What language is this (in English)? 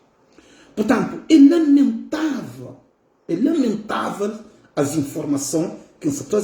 Kabuverdianu